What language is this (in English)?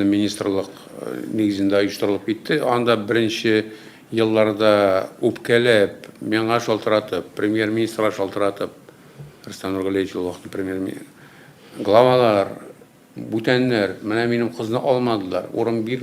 Tatar